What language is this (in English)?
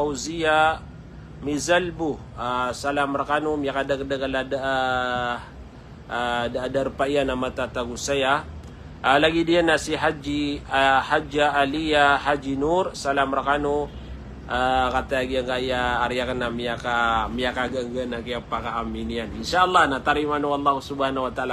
Maranao